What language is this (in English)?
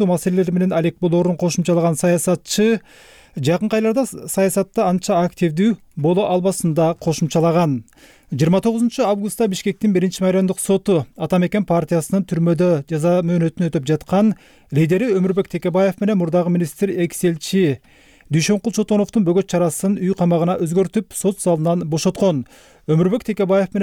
Kyrgyz